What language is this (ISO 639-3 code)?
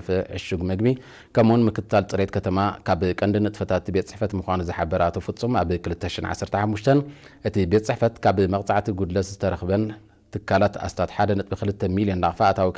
tir